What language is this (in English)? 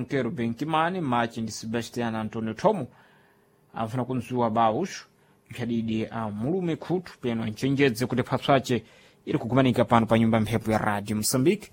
Sena